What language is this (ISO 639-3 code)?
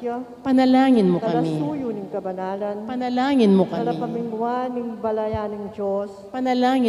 pam